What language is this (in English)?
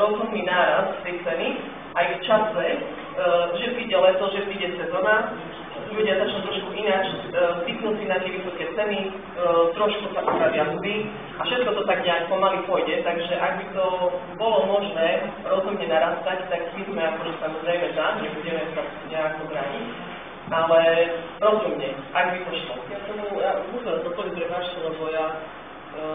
Slovak